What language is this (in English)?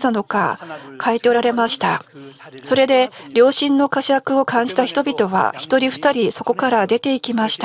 Japanese